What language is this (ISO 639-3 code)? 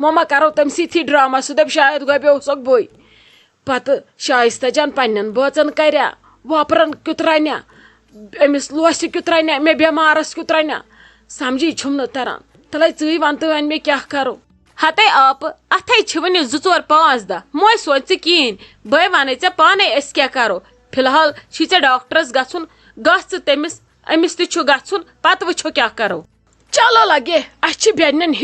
kas